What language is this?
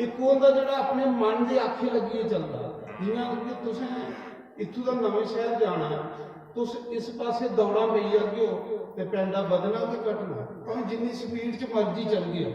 Dogri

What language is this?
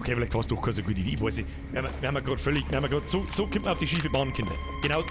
Bavarian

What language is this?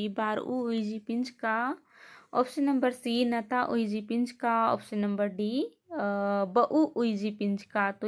Kurukh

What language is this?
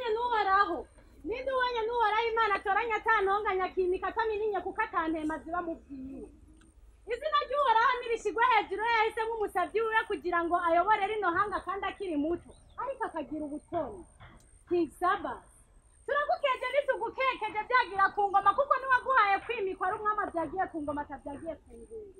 Rundi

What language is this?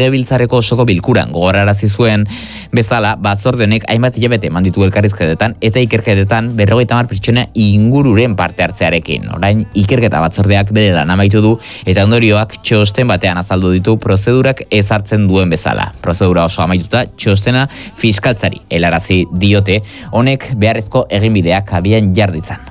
Basque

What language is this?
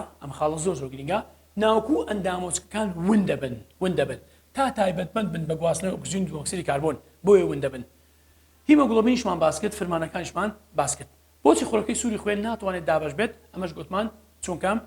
Central Kurdish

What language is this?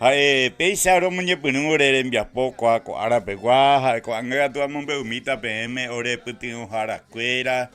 Guarani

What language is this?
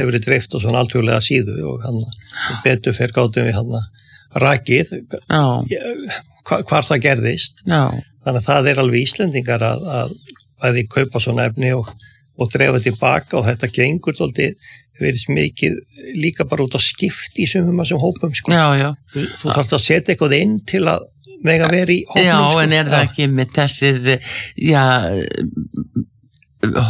Icelandic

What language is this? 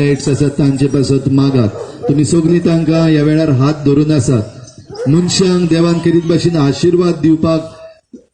Konkani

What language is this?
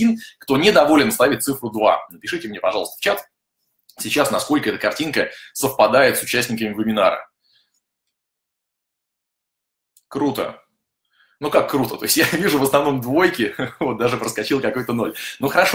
Russian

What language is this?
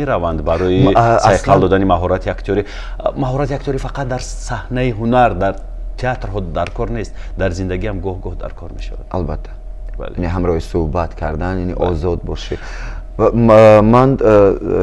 Tajik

